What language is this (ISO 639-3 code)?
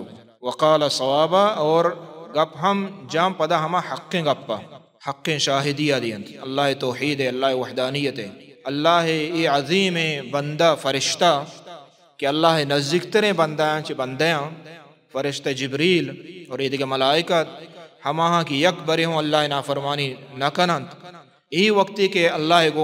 bal